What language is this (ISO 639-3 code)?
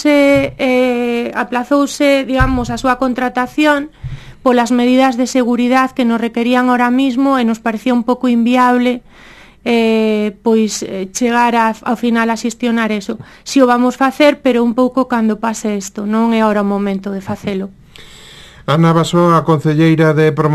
glg